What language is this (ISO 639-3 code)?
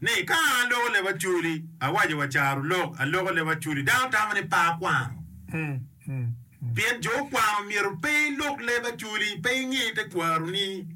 ach